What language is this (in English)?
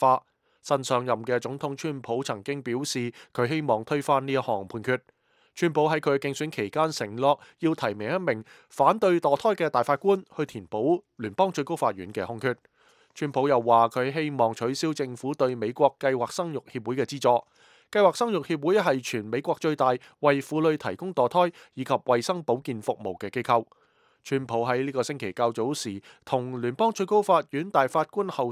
Cantonese